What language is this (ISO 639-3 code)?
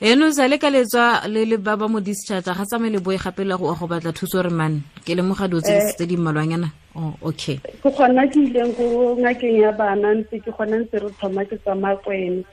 tsn